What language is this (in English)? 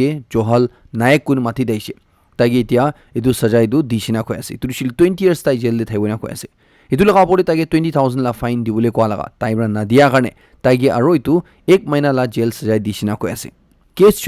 Naga Pidgin